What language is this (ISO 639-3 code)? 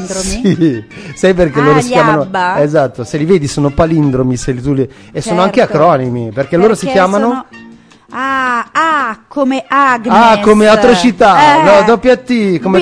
ita